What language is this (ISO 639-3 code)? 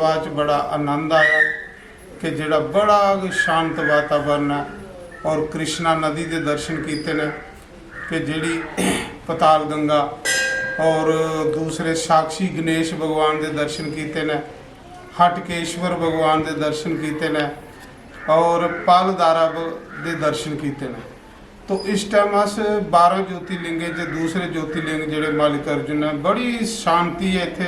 doi